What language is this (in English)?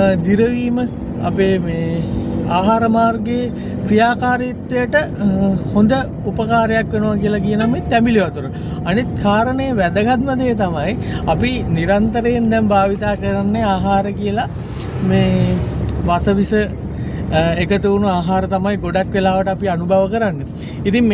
Sinhala